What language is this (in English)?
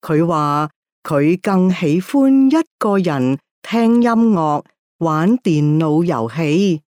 Cantonese